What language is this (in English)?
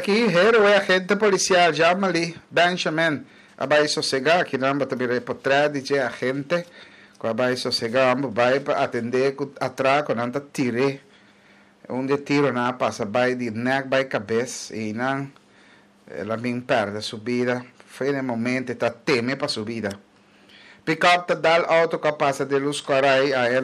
Papiamento